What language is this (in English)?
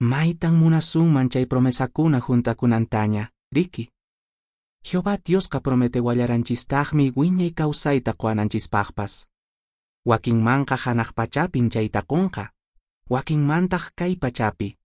Quechua